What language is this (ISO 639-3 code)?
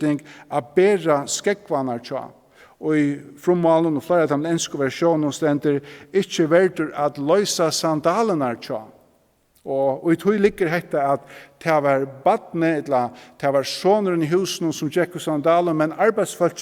fao